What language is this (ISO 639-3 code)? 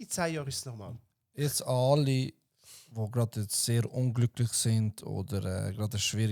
gsw